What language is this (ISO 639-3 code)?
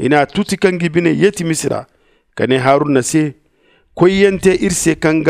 dje